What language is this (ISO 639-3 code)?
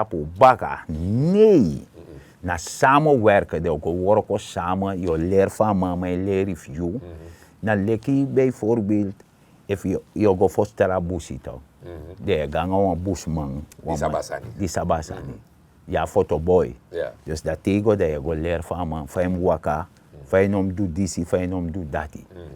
srn